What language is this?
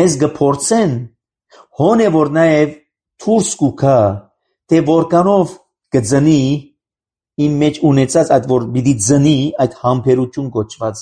Armenian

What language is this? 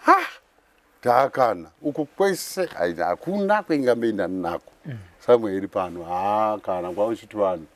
Shona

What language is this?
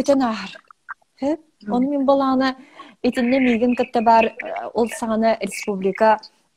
Yakut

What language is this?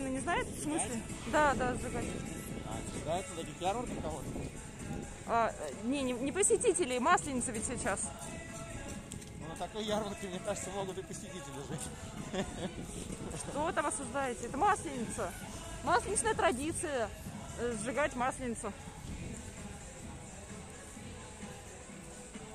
Russian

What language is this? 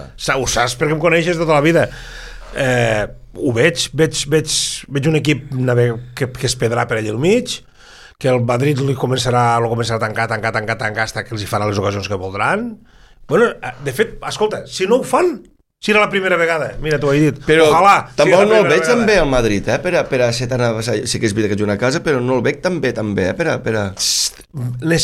Catalan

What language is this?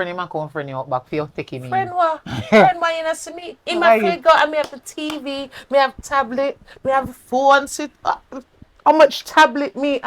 Jamaican Creole English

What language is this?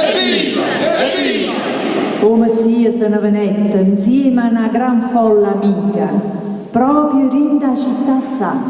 Neapolitan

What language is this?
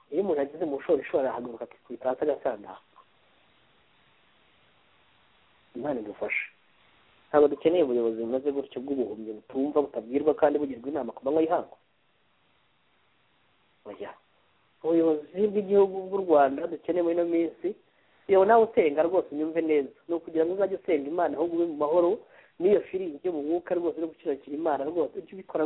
Kinyarwanda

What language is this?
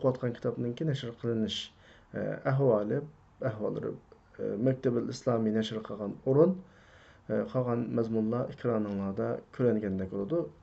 Uyghur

